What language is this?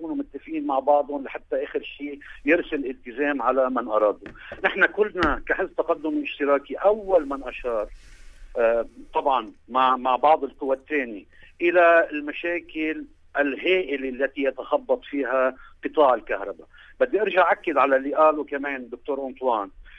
North Levantine Arabic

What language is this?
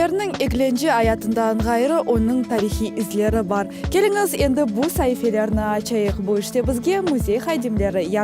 Crimean Tatar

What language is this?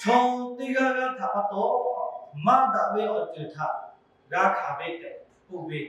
Lahu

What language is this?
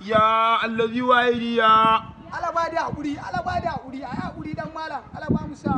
Hausa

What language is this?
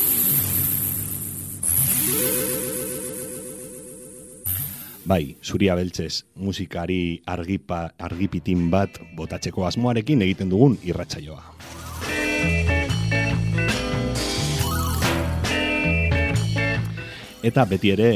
Basque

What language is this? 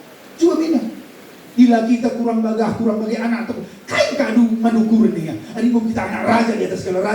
Batak Karo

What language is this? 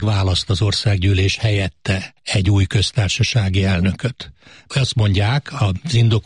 Hungarian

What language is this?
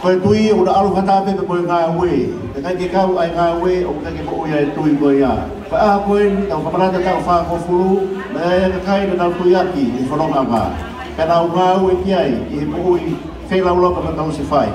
Tongan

